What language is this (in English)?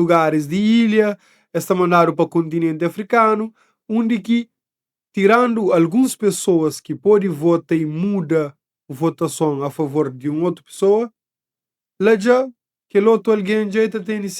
Kabuverdianu